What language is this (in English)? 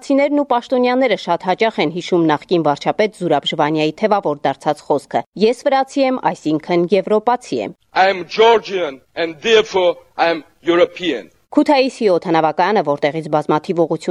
Armenian